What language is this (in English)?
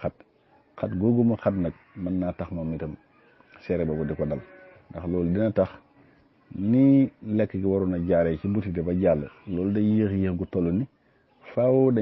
Wolof